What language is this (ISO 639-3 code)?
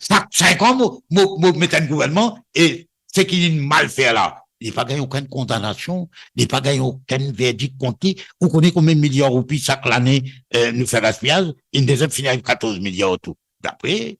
mfe